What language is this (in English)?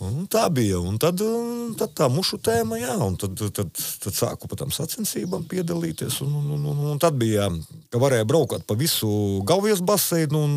Latvian